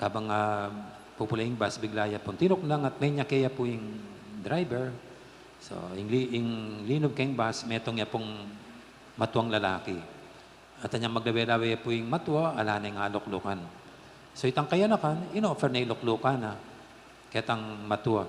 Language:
Pampanga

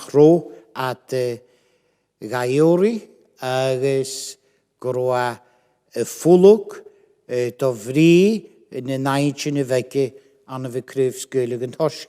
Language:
Scottish Gaelic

